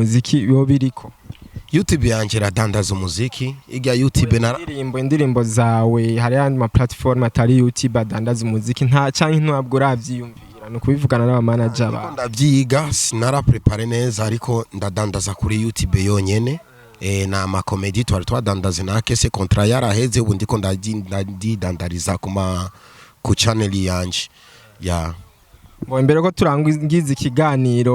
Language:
Rundi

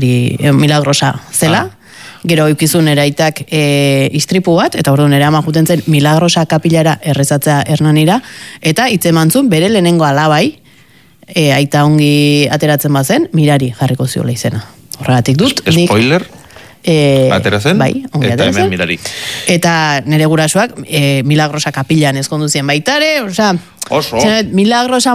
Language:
Basque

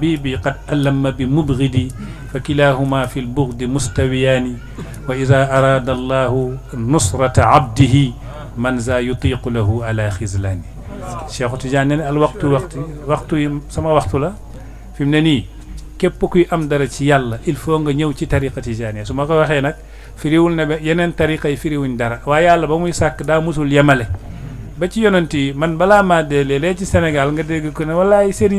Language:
Wolof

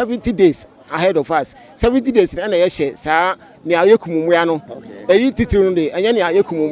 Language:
Akan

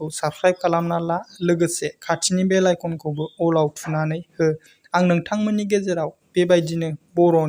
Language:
Bodo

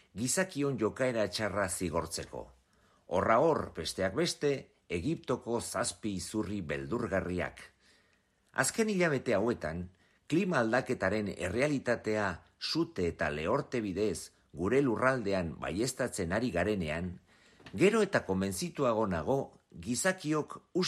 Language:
Basque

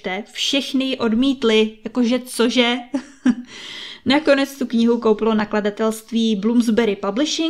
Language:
Czech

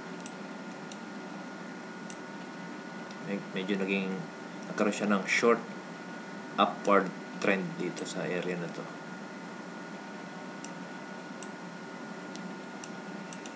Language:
Filipino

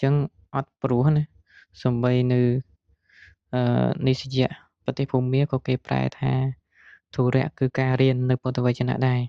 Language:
Khmer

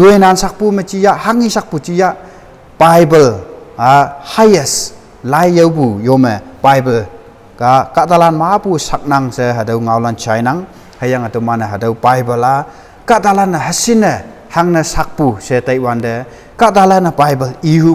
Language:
Konyak Naga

